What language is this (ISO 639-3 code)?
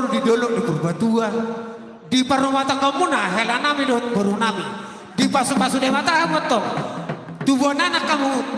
bbc